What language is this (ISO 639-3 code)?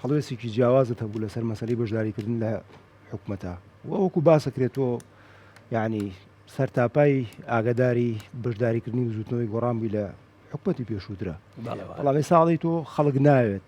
ckb